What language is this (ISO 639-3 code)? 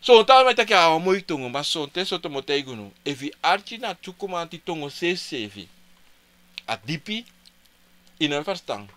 srn